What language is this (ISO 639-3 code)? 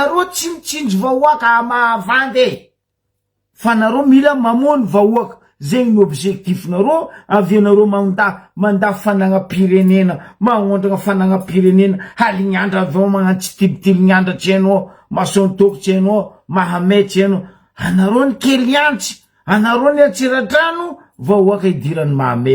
mlg